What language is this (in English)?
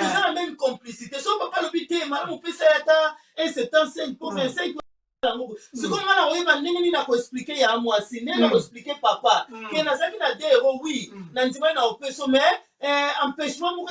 Lingala